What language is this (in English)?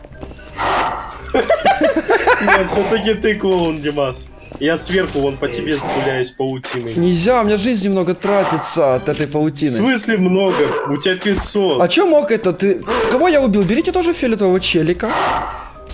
Russian